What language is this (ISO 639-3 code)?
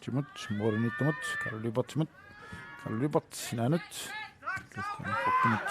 kal